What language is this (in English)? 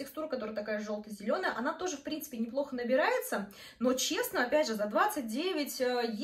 Russian